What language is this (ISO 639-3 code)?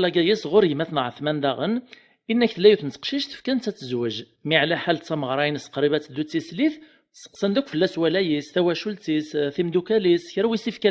kab